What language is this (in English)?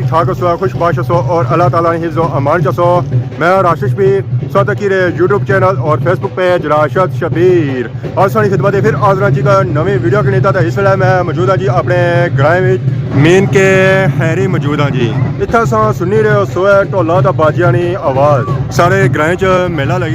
Pahari-Potwari